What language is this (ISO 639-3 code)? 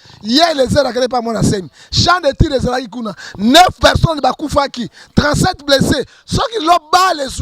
lin